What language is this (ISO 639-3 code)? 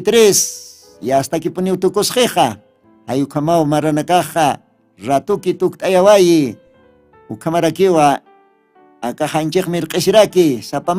aym